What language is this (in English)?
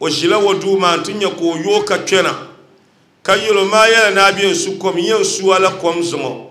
Dagbani